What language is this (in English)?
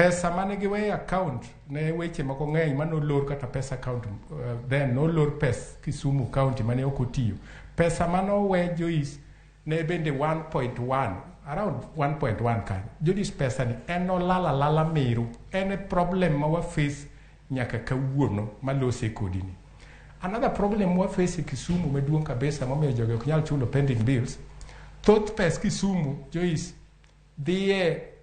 Luo (Kenya and Tanzania)